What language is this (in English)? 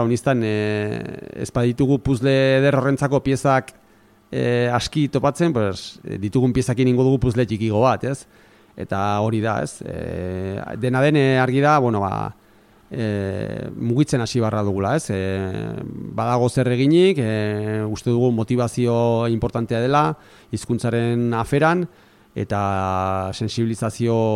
Basque